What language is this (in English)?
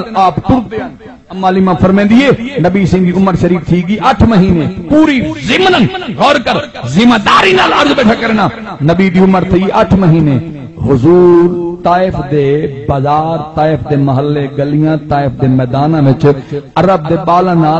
Saraiki